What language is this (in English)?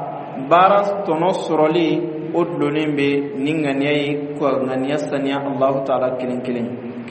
Bambara